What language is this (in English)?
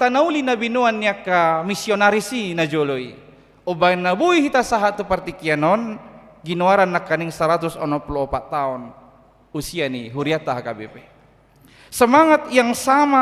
Batak Toba